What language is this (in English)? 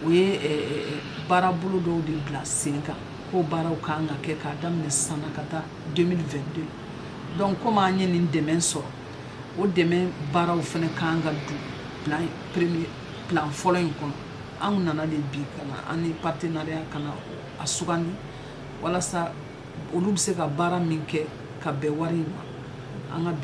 Bambara